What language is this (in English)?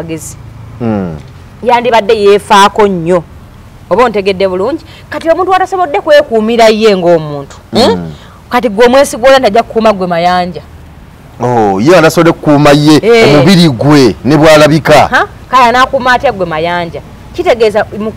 Ganda